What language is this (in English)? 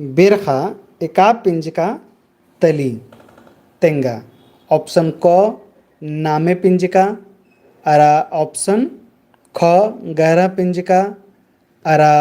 Kurukh